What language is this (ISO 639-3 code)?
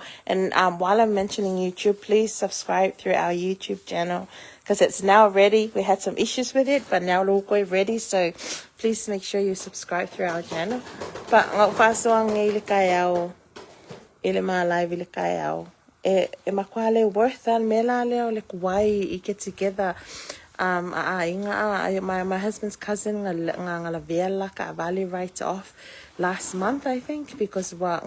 smo